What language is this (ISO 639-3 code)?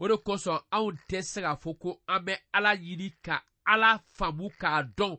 bam